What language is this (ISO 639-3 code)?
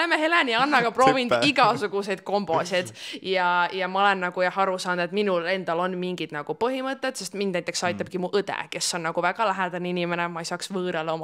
est